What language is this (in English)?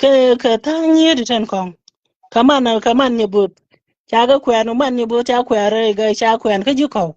Nuer